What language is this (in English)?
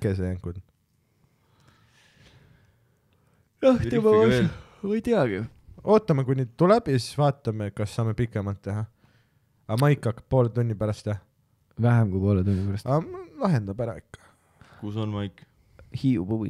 Estonian